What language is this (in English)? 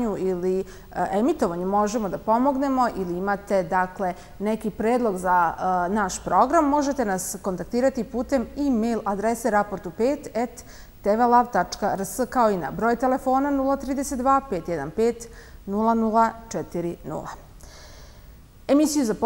Serbian